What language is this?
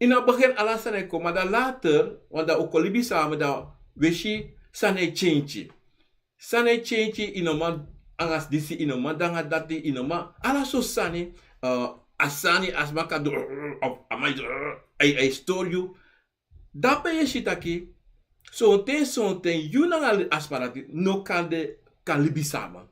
Sranan Tongo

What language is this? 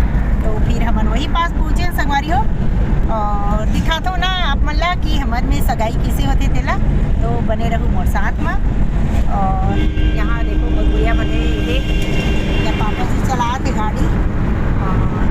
Chhattisgarhi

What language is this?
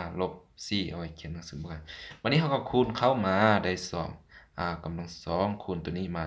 Lao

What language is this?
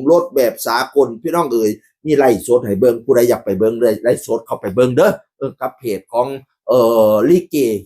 Northeastern Thai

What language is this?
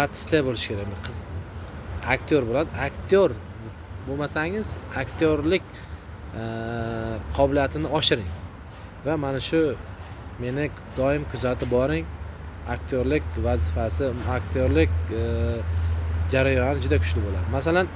Uzbek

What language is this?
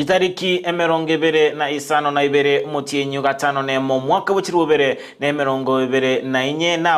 Gusii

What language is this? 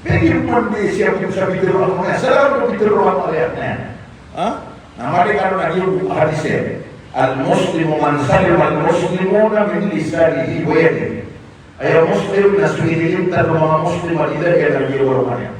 Maranao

